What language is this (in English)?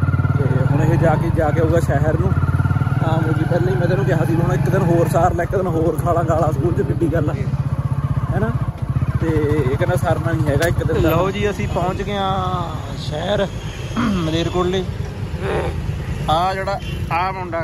Punjabi